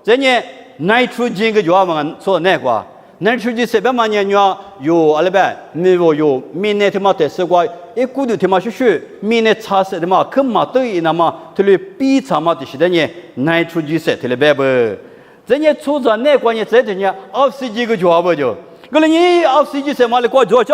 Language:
Lisu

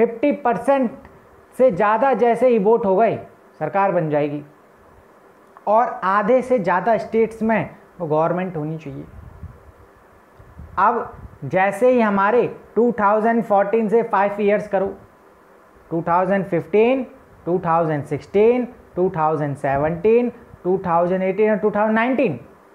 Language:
Hindi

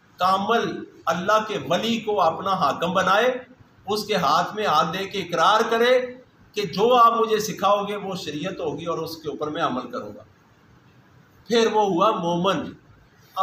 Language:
Urdu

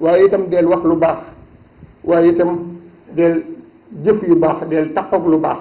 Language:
Wolof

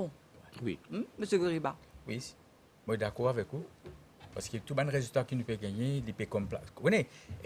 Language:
Morisyen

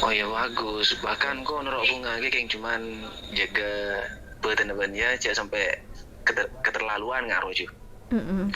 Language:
Madurese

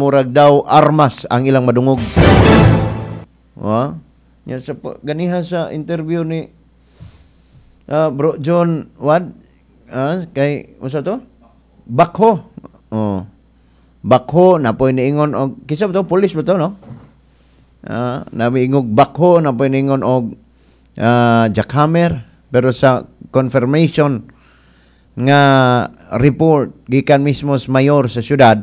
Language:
Cebuano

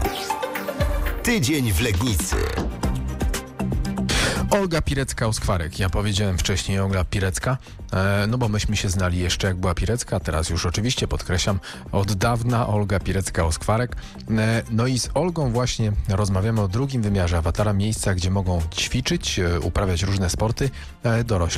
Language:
Polish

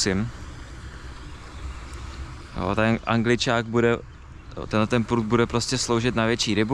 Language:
Czech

